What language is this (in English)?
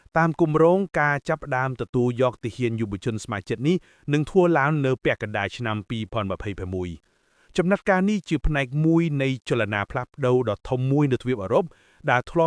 Khmer